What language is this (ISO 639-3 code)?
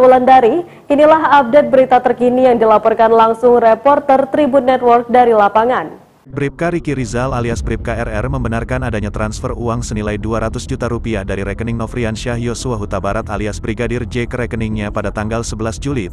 ind